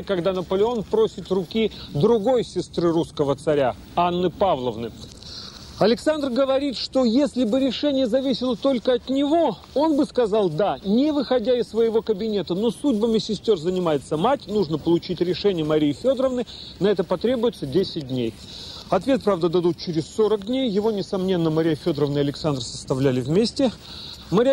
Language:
Russian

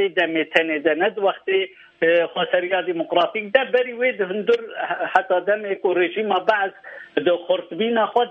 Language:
Kurdish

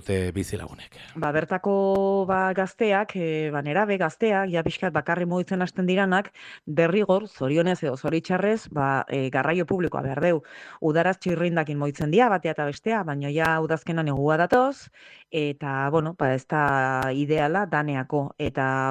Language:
Basque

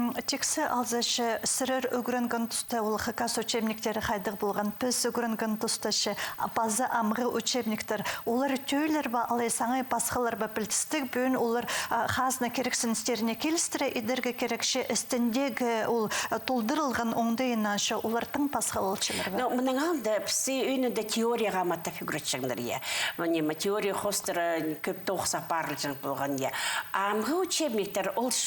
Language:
Khakas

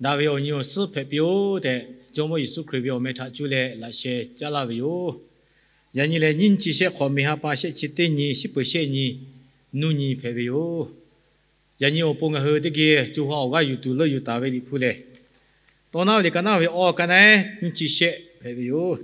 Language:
Lahu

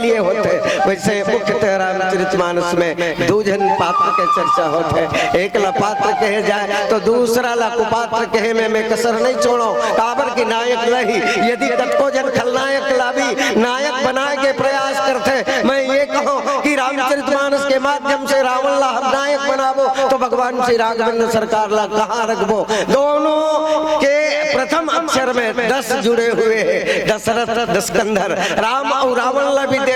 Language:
Chhattisgarhi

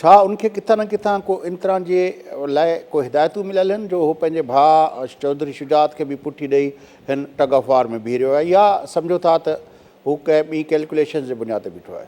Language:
Sindhi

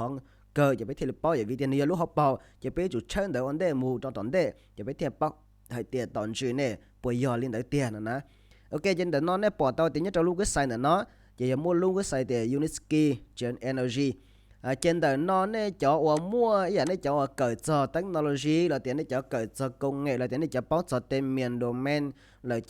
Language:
Hmong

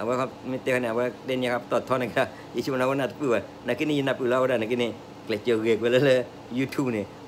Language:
S'gaw Karen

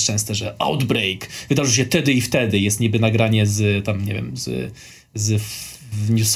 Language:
Polish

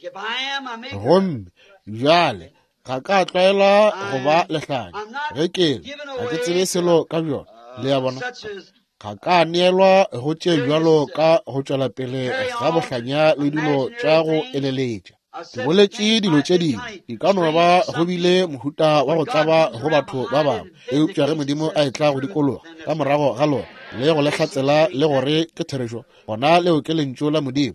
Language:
Northern Sotho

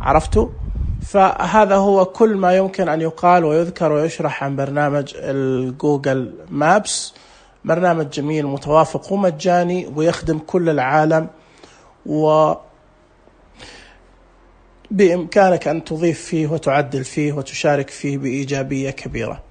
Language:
Najdi Arabic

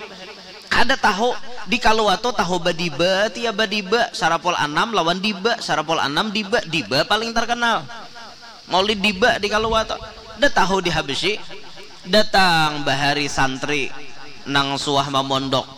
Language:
Banjar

